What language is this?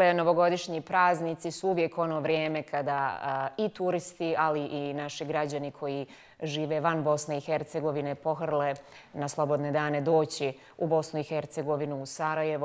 Bosnian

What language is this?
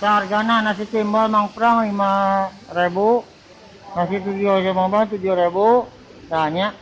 Sundanese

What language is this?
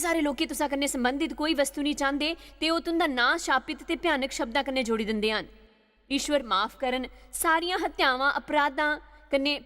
Dogri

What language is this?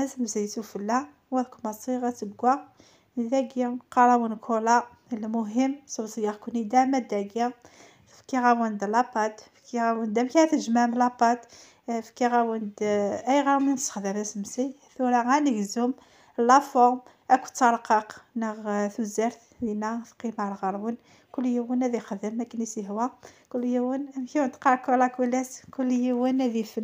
Kabyle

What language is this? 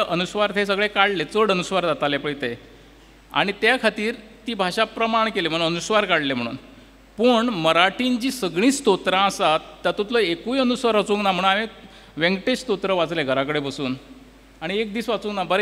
Konkani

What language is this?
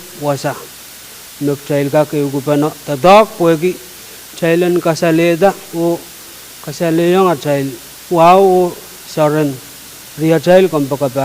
Pohnpeian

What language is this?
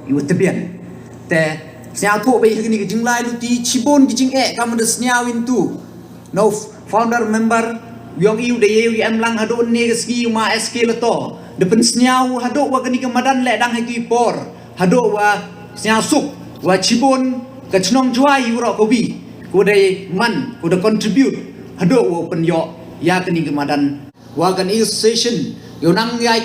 Khasi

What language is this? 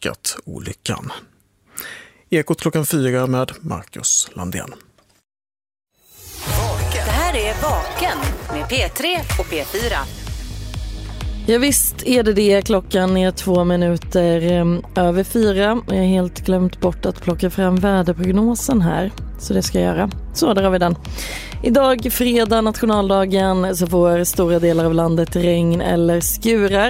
Swedish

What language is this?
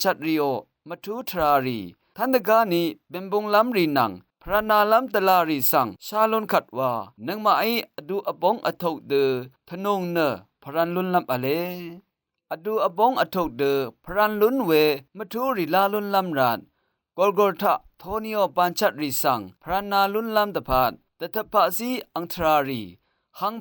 Rawang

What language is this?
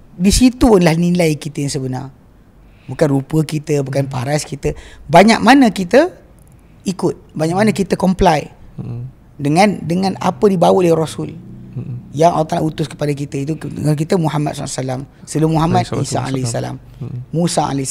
Malay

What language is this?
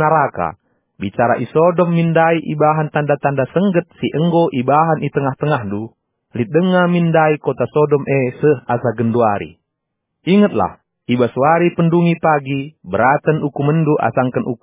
Batak Karo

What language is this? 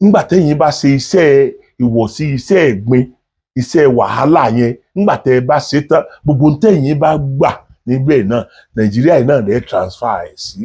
Yoruba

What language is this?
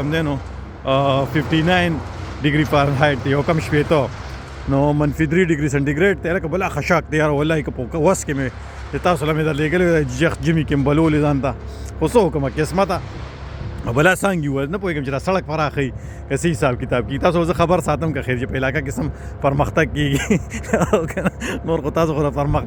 Pashto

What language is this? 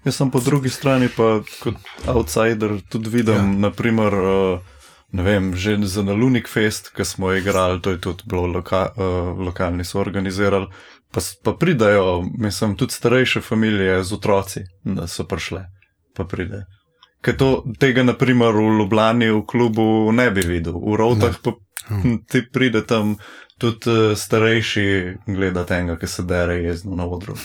Slovenian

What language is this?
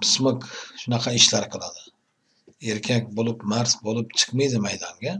Uzbek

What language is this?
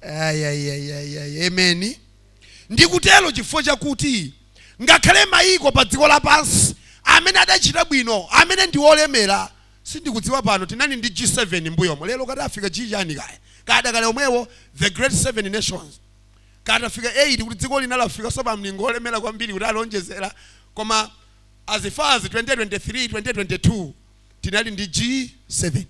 Nyanja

